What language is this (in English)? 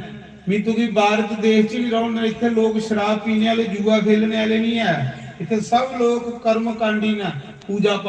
Dogri